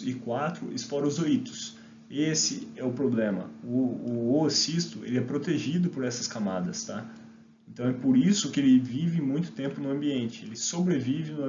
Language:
Portuguese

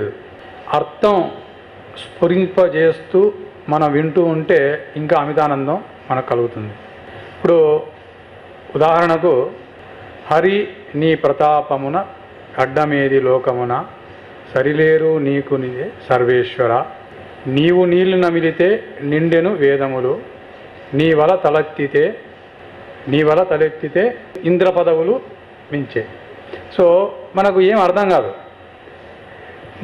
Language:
Telugu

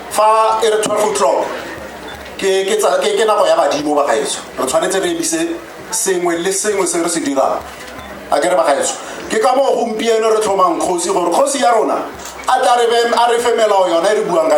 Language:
Tswana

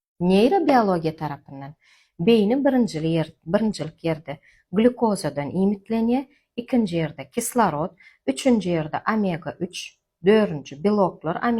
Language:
Turkmen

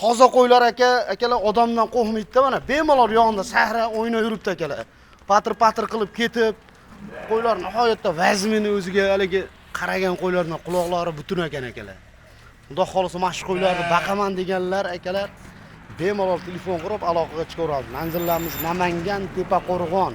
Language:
Uzbek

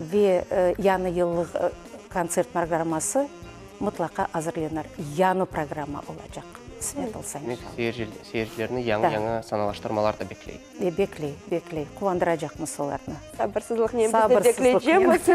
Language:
Crimean Tatar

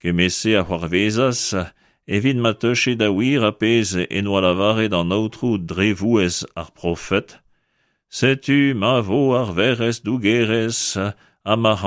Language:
Breton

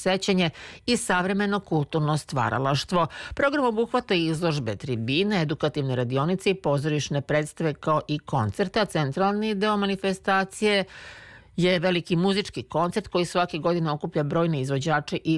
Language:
Serbian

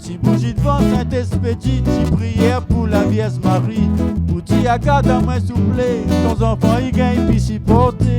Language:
Réunion Creole French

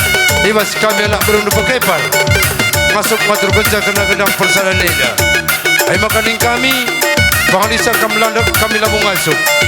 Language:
Batak Karo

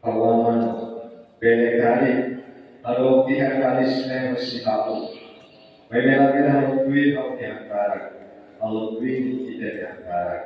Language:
Tetum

